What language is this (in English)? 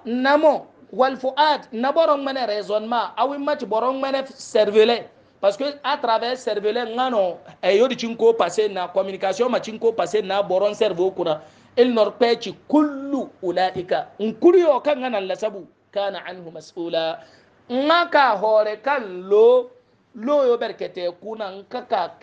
Hausa